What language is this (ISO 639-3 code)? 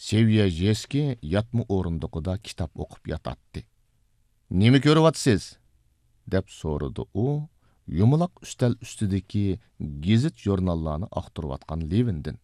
uig